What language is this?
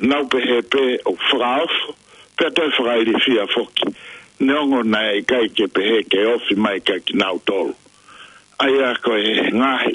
Tongan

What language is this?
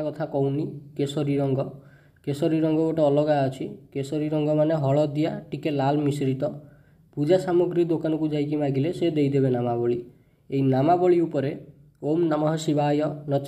Odia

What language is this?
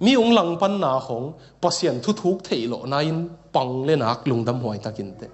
Tedim Chin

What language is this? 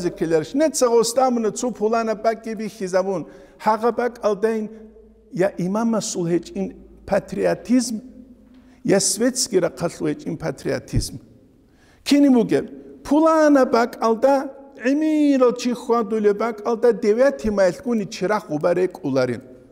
Avaric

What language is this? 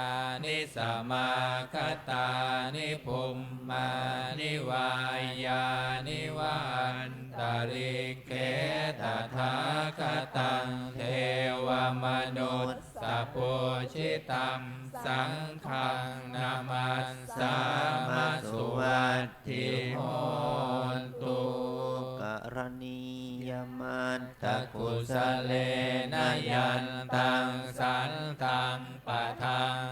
Pali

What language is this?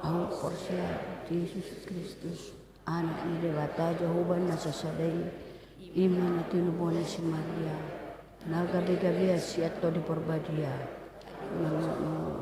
Batak Toba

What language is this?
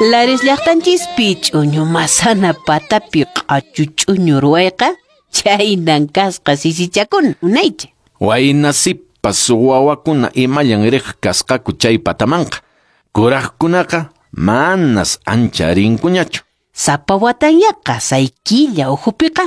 Quechua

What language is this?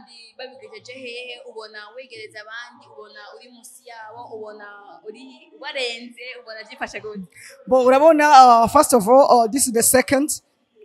Rundi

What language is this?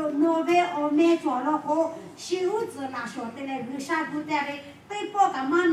Lahu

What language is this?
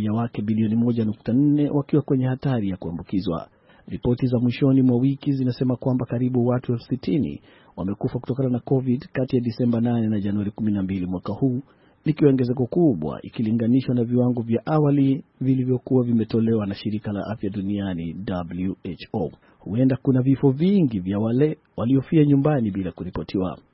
Swahili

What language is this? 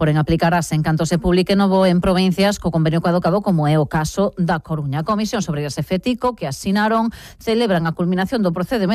Galician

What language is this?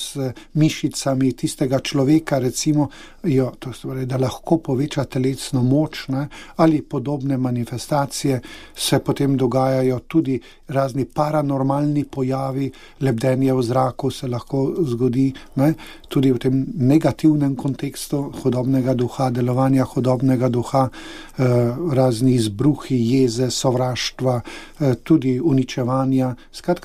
Slovenian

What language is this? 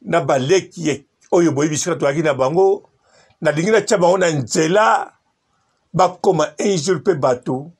Lingala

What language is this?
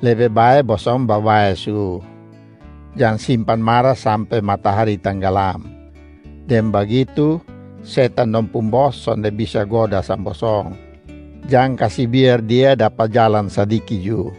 Kupang Malay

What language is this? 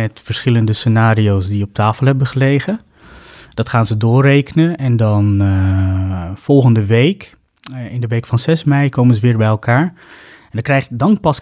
Dutch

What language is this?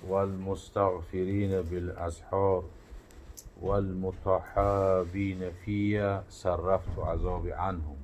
Tajik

